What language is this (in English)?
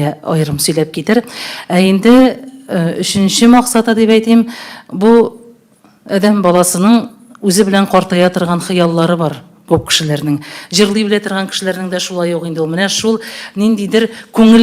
Tatar